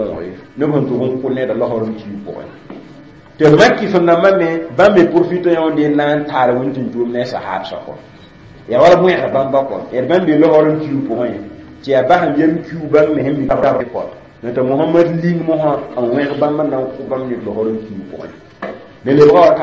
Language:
Mossi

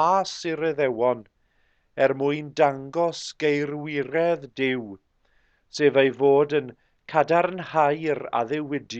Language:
Welsh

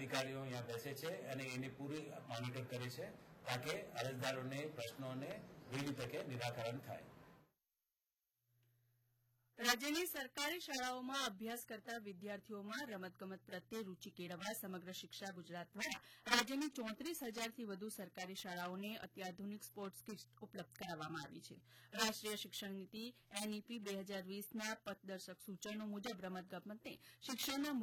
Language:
Gujarati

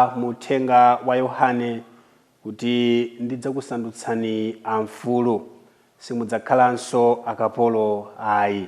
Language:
Nyanja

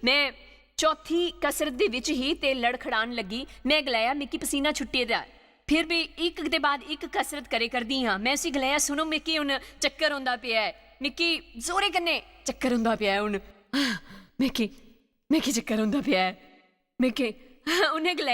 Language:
Dogri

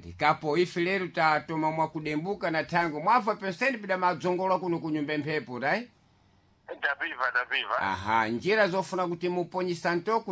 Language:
Sena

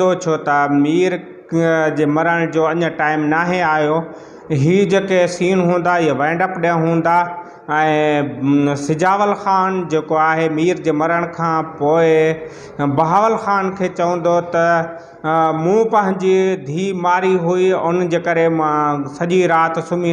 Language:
Sindhi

